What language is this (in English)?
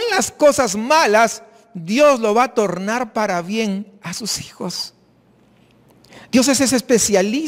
Spanish